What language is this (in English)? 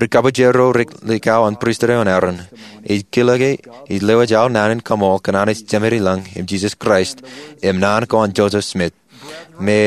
Marshallese